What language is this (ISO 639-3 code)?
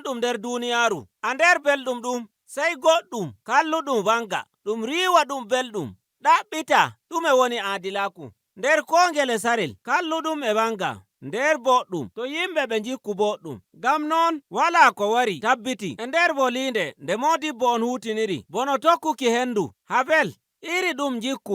fuv